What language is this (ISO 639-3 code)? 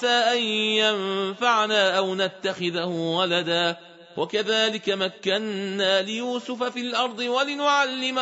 ara